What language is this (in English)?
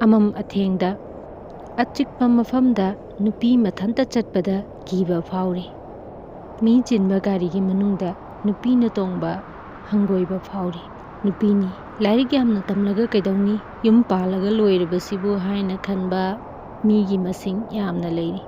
Manipuri